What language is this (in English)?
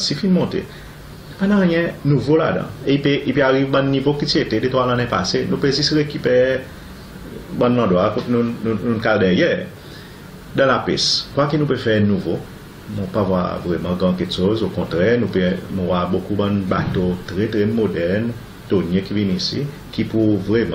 Seselwa Creole French